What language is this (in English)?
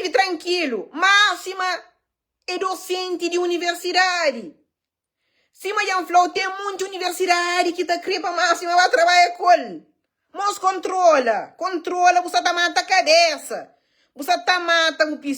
Kabuverdianu